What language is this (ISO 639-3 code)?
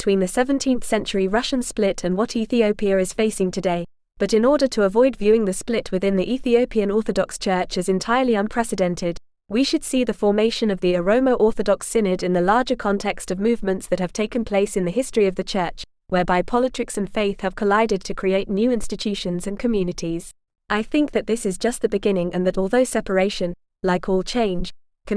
eng